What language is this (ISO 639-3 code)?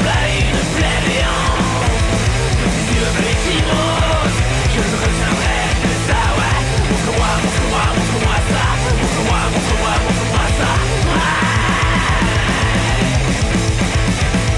fra